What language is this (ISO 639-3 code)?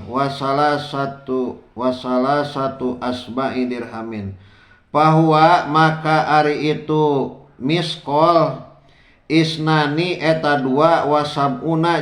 sun